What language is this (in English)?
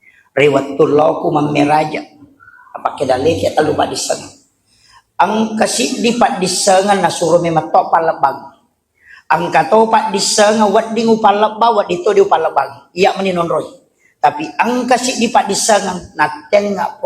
Buginese